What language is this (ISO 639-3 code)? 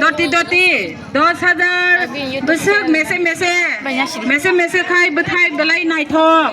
trp